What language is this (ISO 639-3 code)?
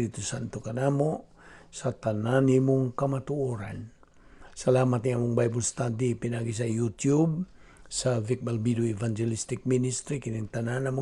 ceb